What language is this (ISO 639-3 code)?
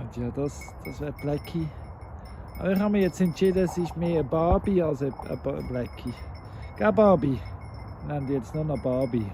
gsw